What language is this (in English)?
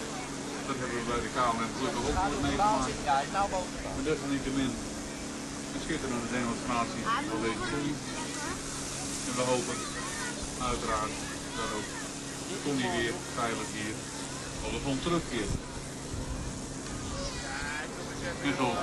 Dutch